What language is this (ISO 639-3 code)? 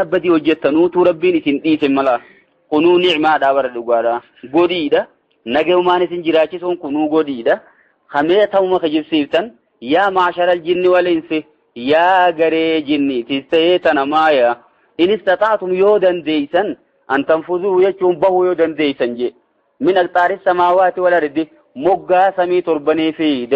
orm